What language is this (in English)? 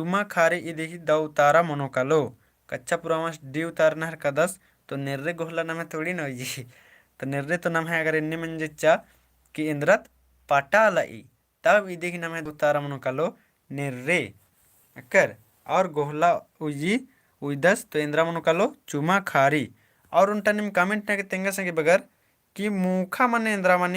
Kurukh